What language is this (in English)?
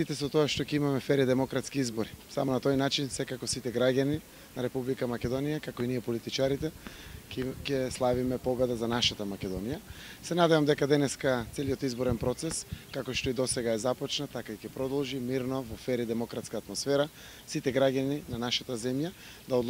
Macedonian